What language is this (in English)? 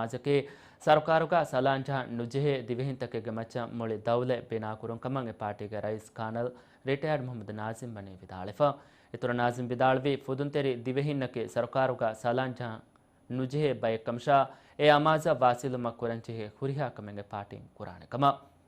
Divehi